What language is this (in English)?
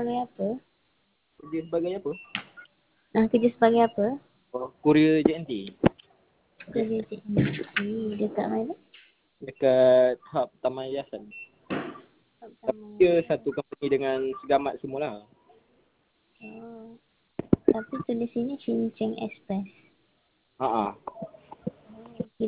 Malay